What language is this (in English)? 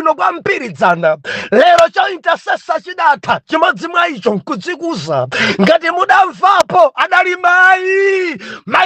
Nyanja